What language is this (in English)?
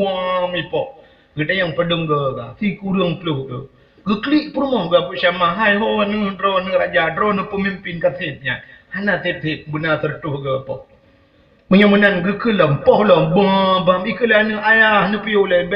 Achinese